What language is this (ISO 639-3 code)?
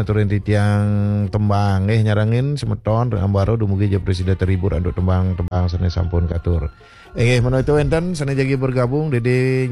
ban